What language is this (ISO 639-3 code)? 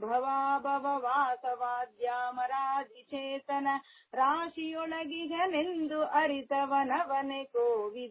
kan